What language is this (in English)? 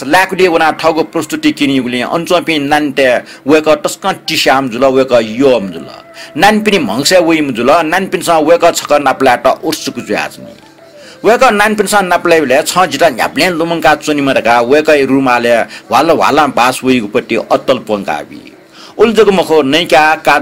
Newari